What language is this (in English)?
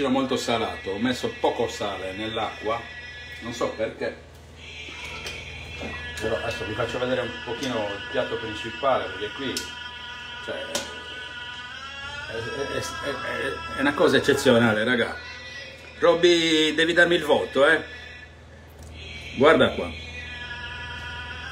Italian